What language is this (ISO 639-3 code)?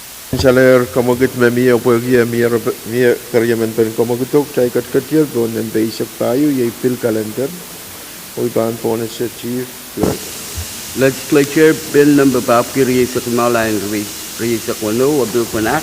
pon